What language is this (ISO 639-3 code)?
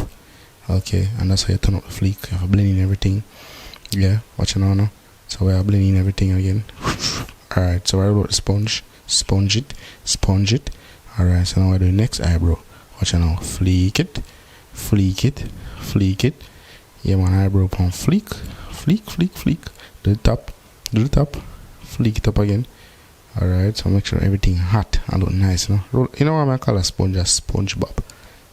jam